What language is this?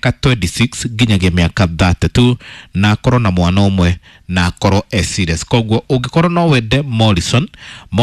Kikuyu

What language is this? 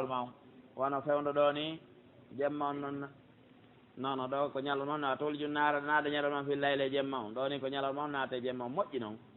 Pular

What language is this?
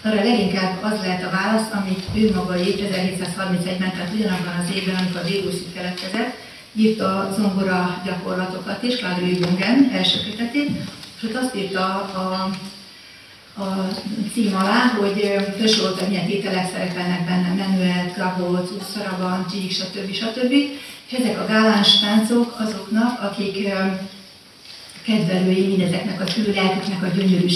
Hungarian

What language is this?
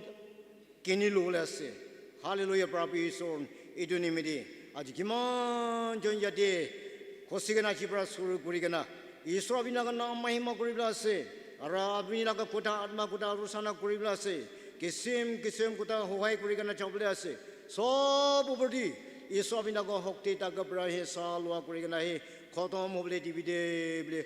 Naga Pidgin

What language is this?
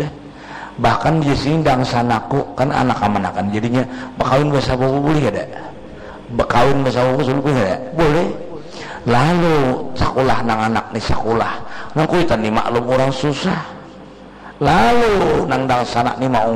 Banjar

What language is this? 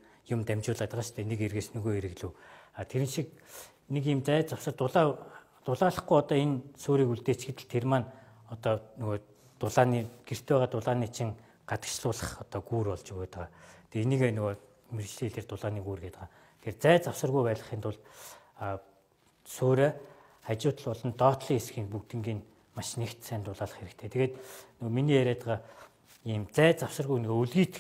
Mongolian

